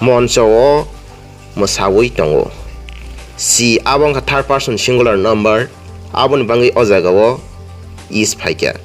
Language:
Kok Borok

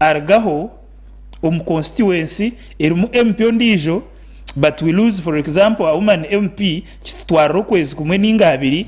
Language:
Nyankole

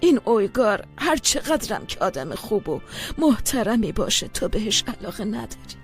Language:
Persian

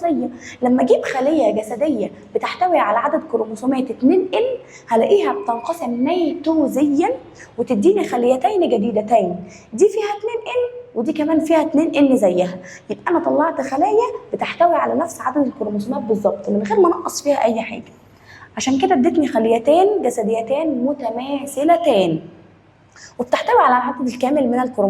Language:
Egyptian Arabic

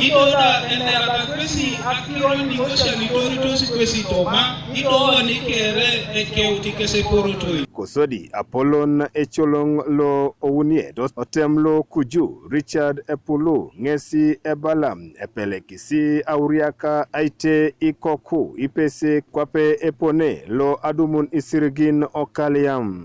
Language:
Teso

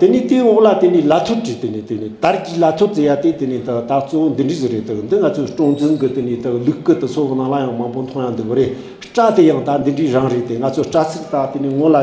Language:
Tibetan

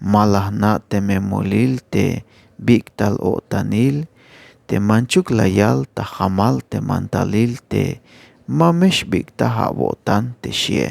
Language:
Tzeltal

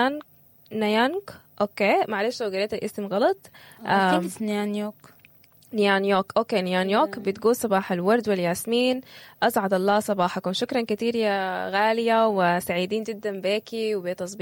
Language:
Sudanese Arabic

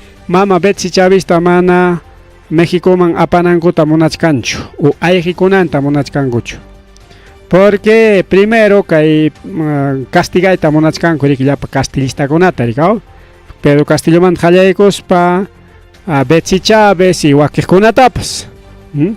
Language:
Ayacucho Quechua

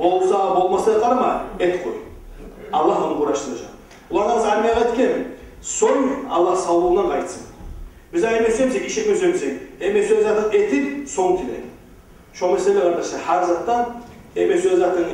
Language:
Kumyk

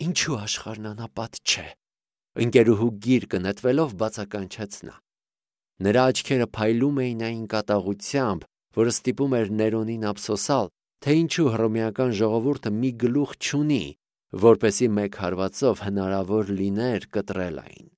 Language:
Armenian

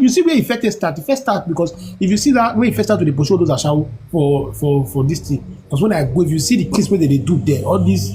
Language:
Nigerian Pidgin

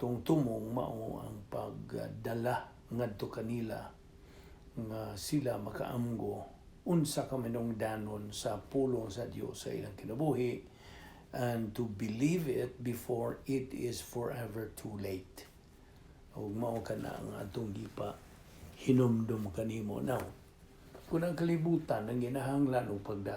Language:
Cebuano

